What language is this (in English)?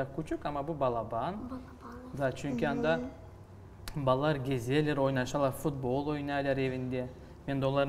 Crimean Tatar